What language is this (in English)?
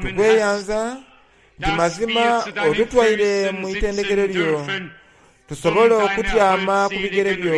Soga